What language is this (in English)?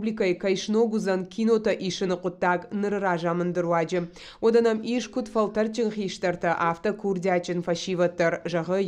Ossetic